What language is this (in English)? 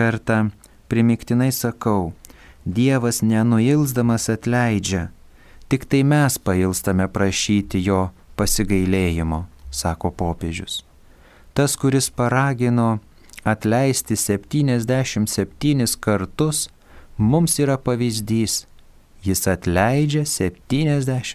Lithuanian